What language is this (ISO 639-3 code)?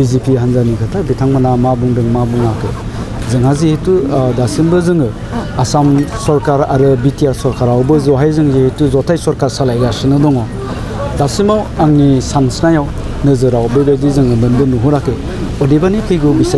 brx